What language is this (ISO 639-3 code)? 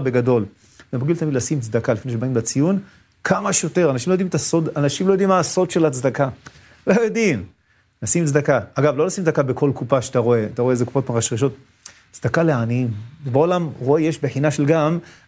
heb